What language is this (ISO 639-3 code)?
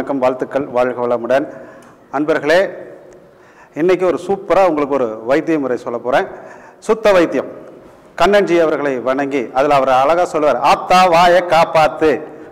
tam